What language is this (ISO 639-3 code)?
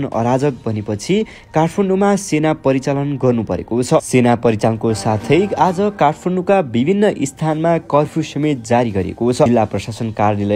nep